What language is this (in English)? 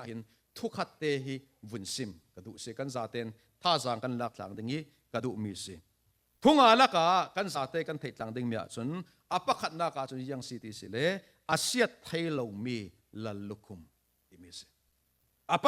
Falam Chin